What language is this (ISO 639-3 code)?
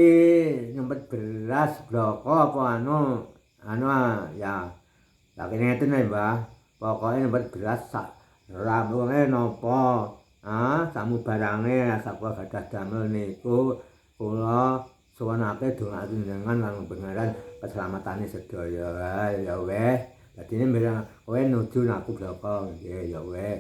jav